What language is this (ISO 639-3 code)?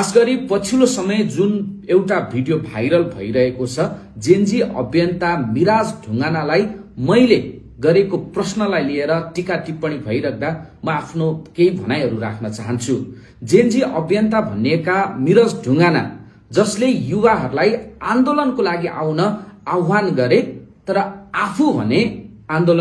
nep